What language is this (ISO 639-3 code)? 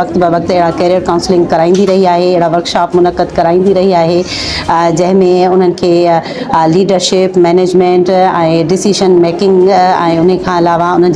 snd